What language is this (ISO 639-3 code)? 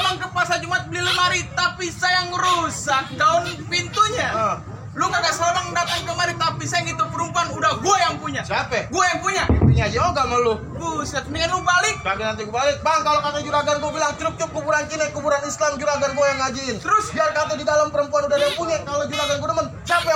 bew